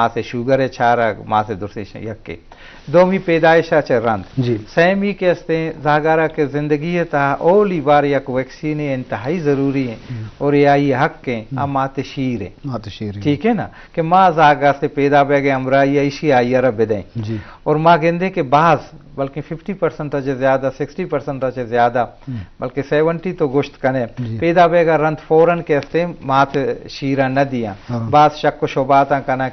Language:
Baluchi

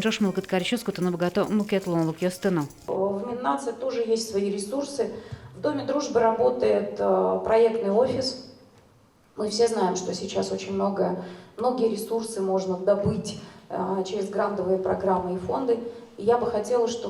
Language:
Udmurt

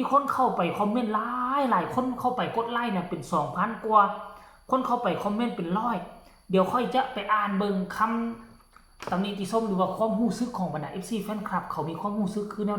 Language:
Northeastern Thai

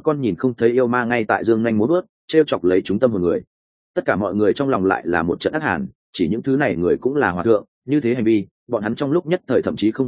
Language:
Vietnamese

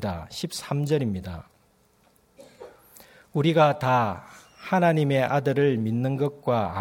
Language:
Korean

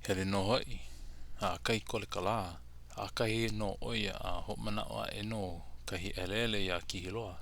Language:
Hawaiian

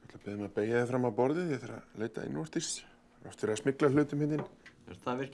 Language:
Icelandic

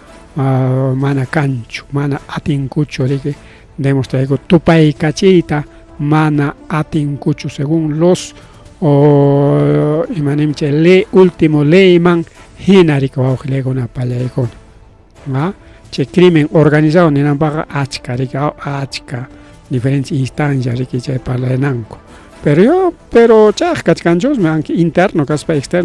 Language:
Ayacucho Quechua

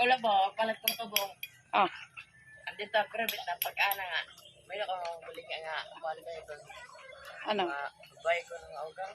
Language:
Waray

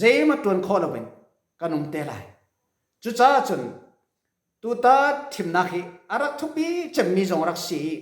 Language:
Falam Chin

